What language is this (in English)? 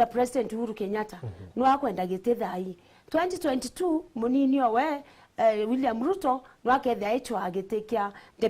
Meru